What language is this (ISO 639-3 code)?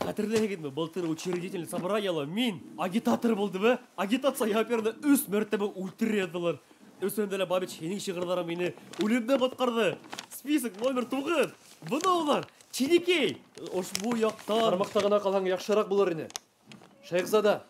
bak